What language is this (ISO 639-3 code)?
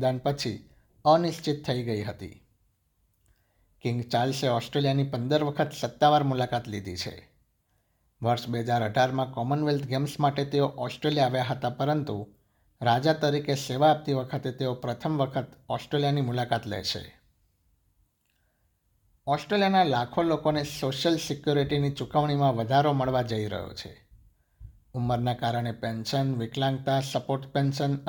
guj